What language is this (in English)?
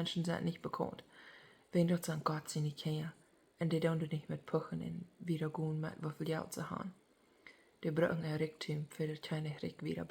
Plautdietsch